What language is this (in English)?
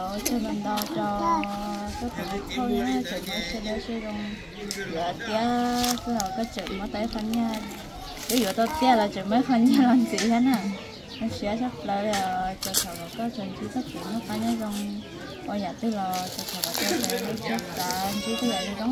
Hmong